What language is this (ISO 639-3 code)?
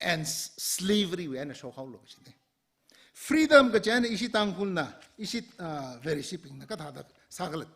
nmf